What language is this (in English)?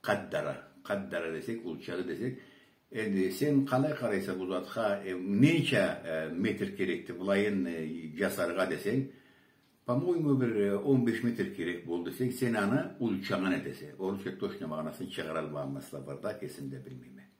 Karachay-Balkar